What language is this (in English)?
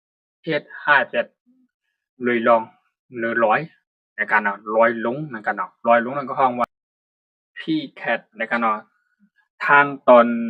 Shan